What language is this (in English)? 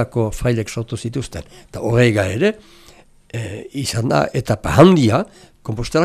Basque